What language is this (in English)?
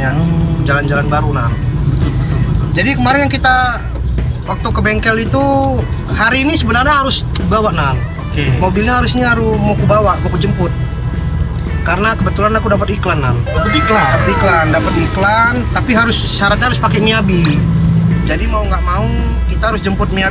Indonesian